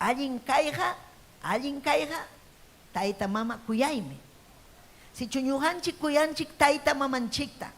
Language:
Ayacucho Quechua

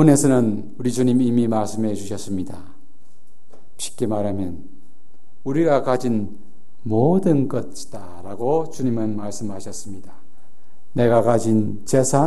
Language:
Korean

